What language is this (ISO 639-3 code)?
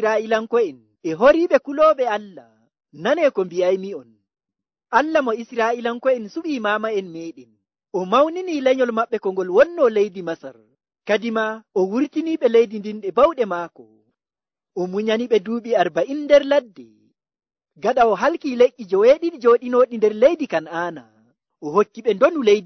fuv